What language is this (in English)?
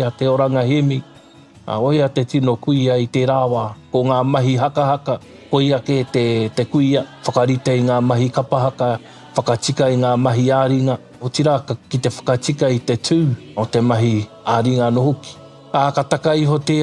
Māori